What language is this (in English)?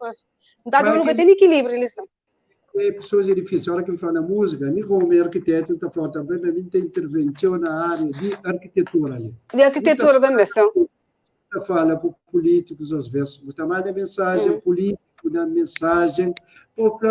Kabuverdianu